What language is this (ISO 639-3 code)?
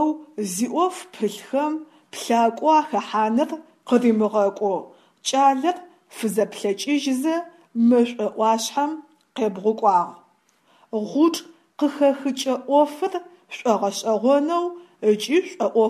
ady